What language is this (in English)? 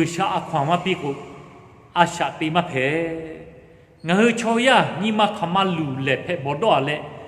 Lahu